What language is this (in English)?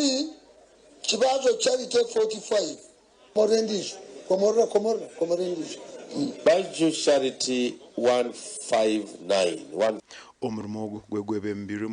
Nyankole